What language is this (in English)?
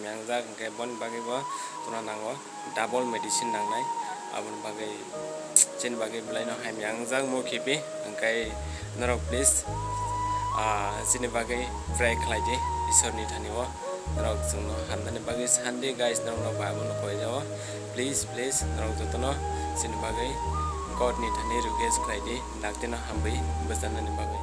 Kok Borok